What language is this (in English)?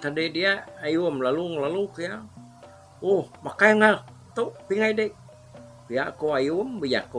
Iban